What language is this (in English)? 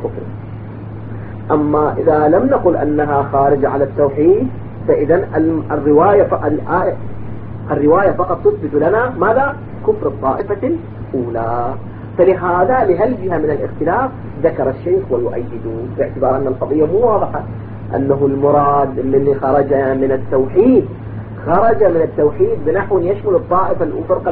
Arabic